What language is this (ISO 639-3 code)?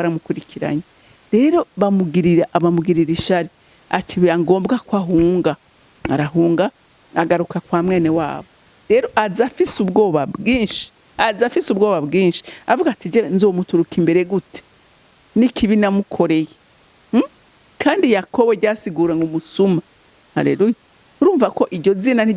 run